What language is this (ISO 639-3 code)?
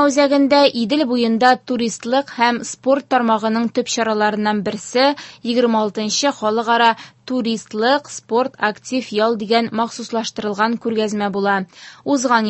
tat